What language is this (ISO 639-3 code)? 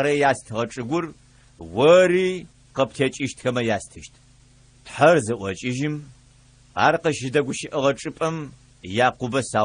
ady